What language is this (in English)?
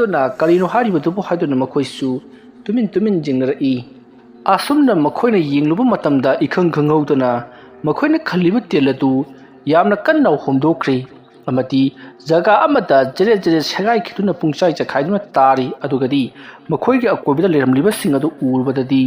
Manipuri